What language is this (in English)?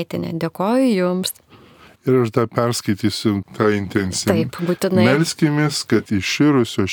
Lithuanian